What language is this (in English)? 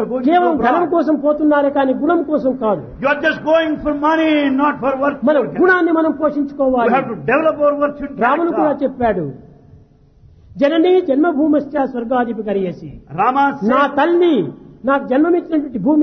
Telugu